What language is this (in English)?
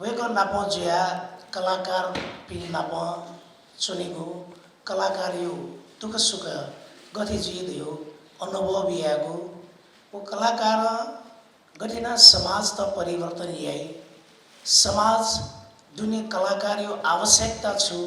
Newari